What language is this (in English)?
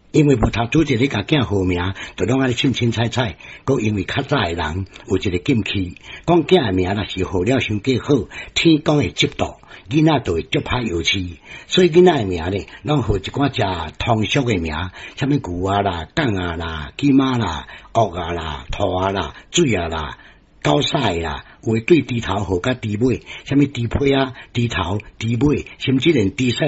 Min Nan Chinese